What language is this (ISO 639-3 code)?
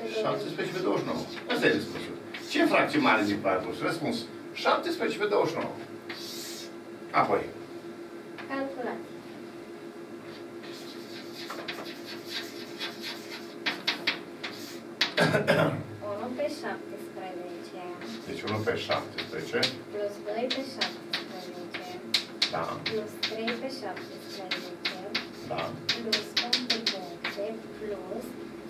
ron